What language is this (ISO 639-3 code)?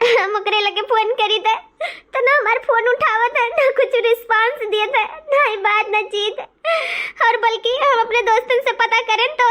awa